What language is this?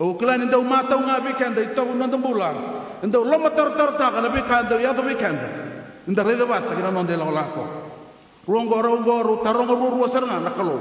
Fijian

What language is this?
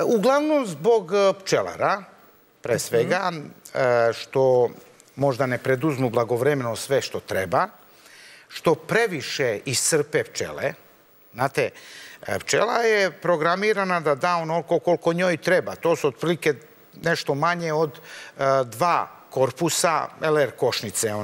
Serbian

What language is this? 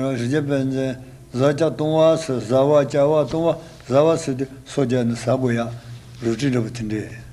Tibetan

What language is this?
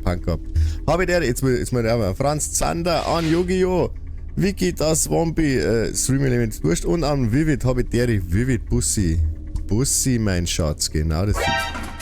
Bavarian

